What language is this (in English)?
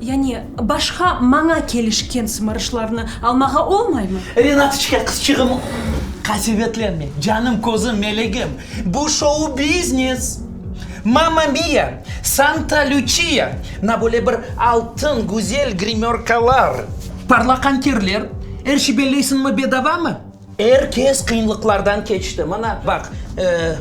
Crimean Tatar